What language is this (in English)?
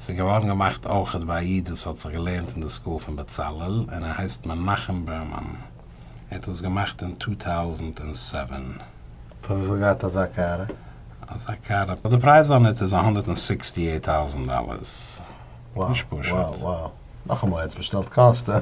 Yiddish